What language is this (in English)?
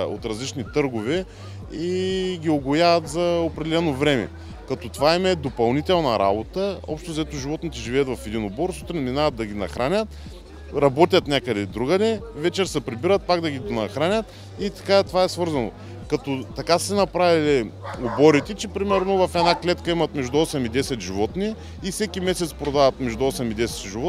Bulgarian